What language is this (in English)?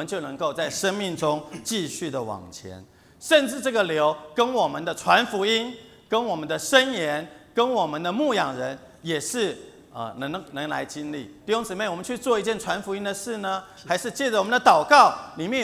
Chinese